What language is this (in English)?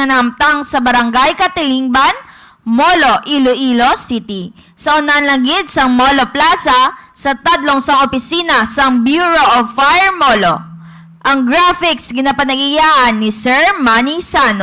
Hiligaynon